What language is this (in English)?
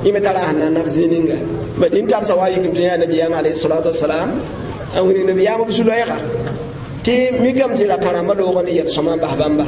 Mossi